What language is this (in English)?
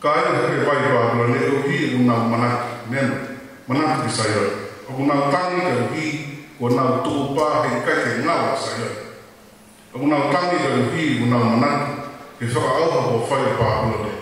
Tongan